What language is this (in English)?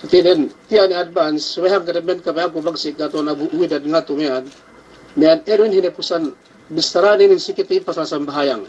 Yakan